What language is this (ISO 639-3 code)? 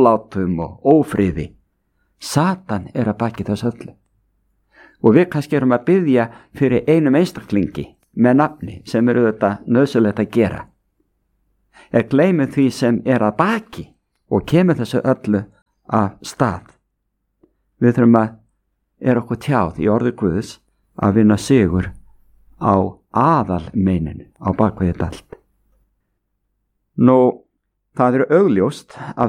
isl